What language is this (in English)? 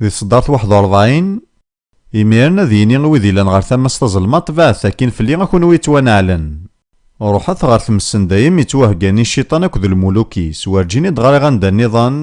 Kabyle